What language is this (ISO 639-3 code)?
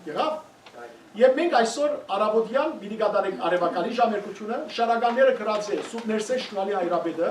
hyw